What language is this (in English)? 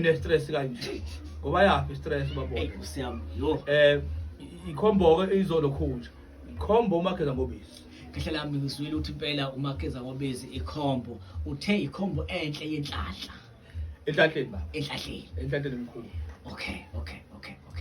Zulu